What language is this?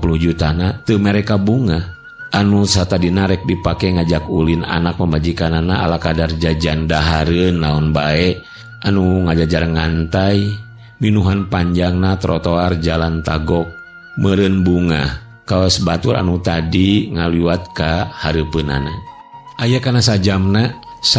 Sundanese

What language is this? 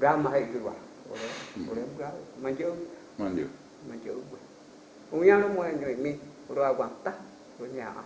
Guarani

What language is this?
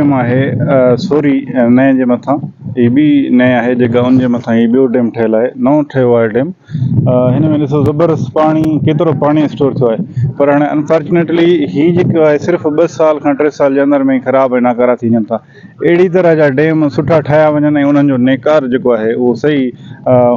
Sindhi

